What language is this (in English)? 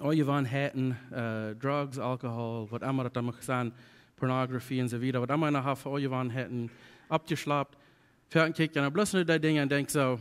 Plautdietsch